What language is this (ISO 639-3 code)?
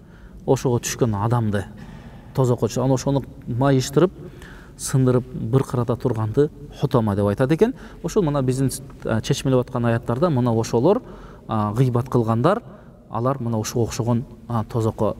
kir